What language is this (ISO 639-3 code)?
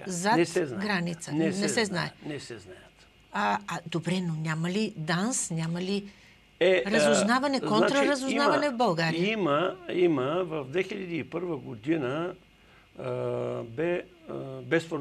bul